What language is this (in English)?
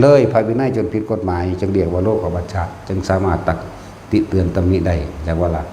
Northeastern Thai